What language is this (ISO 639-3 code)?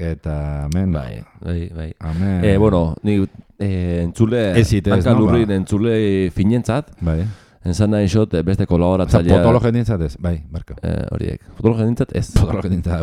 eus